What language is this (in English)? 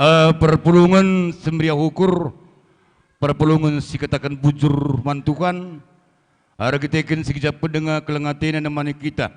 Batak Karo